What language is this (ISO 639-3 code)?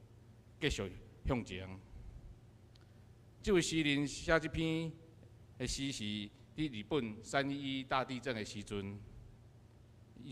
nan